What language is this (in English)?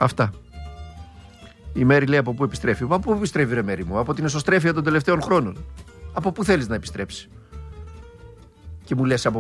Greek